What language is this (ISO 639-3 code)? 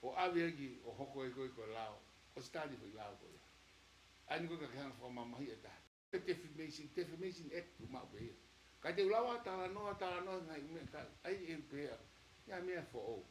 ton